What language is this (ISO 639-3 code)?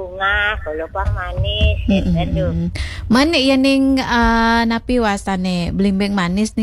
ban